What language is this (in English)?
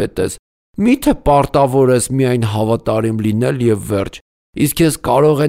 Armenian